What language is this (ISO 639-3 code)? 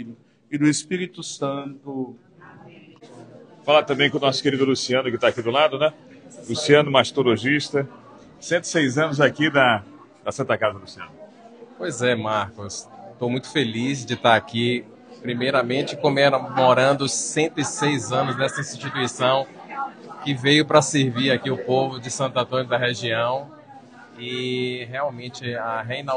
por